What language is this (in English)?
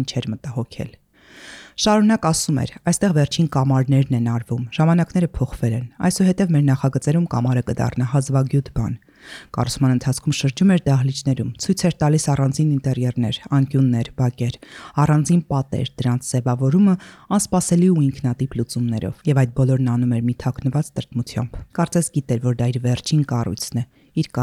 Armenian